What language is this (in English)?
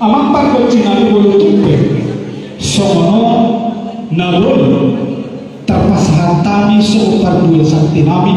Batak Toba